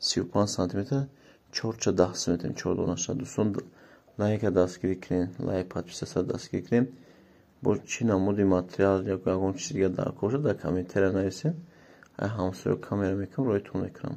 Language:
Tajik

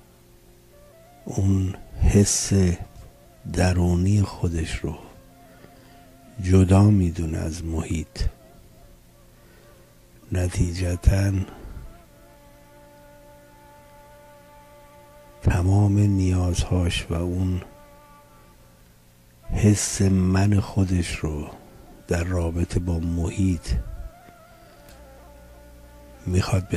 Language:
Persian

